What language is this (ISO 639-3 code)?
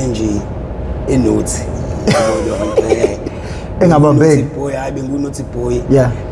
zul